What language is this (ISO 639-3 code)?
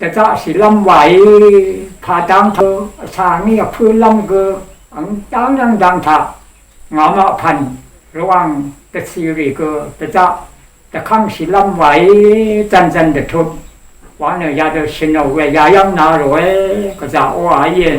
raw